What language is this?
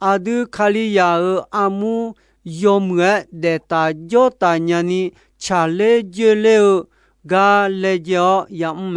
Akha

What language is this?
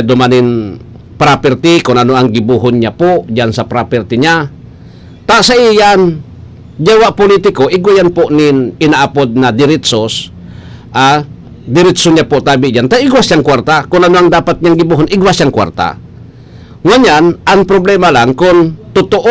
Bikol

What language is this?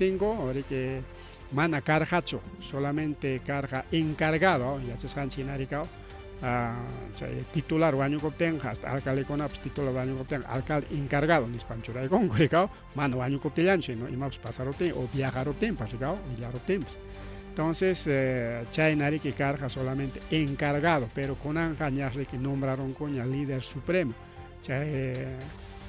Ayacucho Quechua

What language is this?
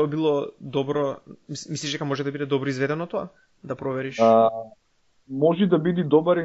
Macedonian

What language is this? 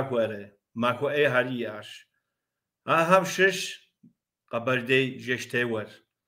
Kabardian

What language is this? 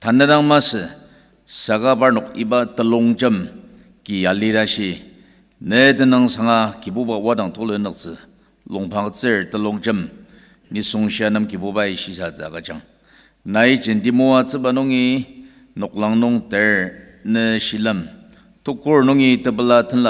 Ao Naga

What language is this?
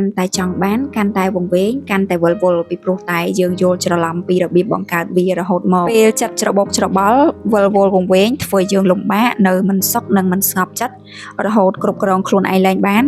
Khmer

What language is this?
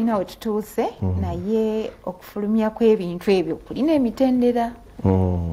Ganda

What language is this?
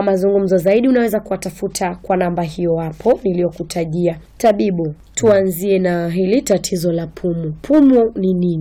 Swahili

